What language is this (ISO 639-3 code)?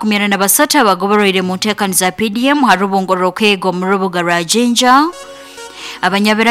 nyo